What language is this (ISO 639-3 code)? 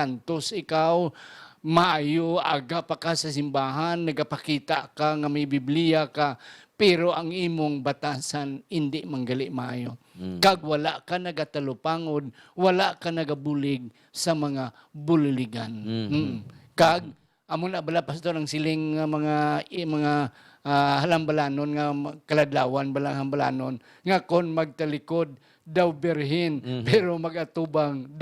hil